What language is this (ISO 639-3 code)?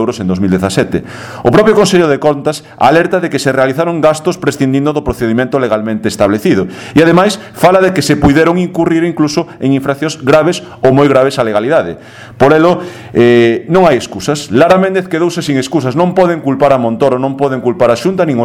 glg